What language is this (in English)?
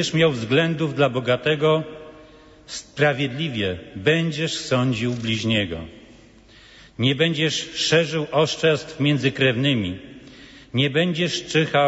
Polish